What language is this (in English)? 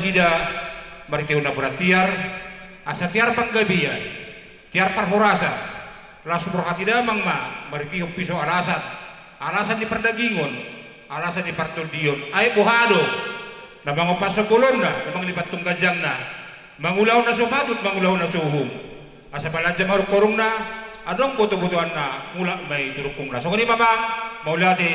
Batak Toba